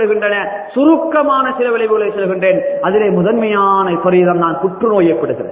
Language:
Tamil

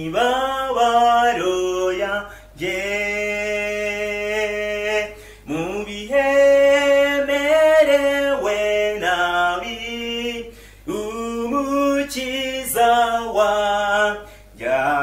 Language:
Kinyarwanda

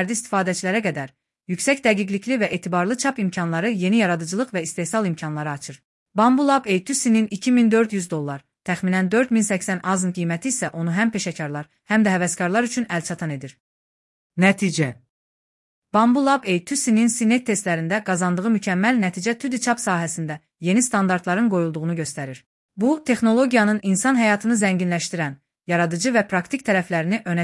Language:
Azerbaijani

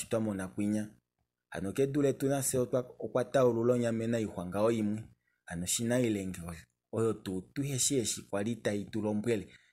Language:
Kuanyama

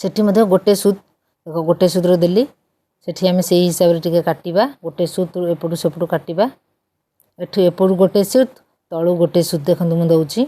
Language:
Odia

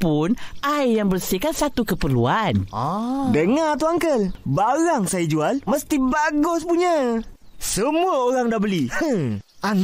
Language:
Malay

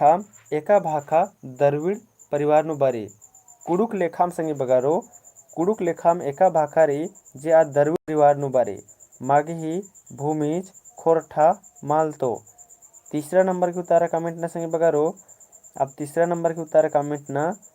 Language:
Kurukh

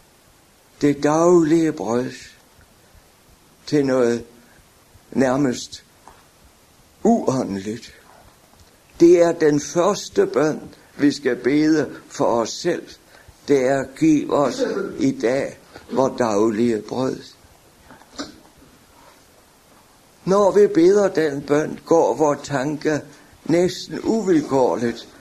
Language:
Danish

